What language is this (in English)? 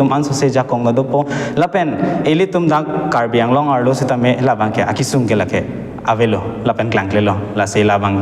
Karbi